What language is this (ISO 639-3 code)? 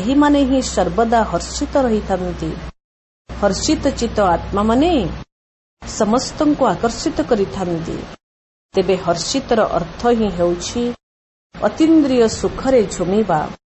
ori